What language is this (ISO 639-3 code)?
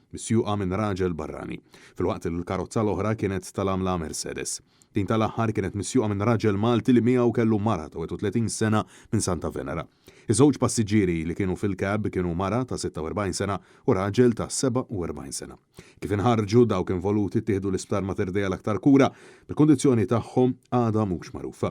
mlt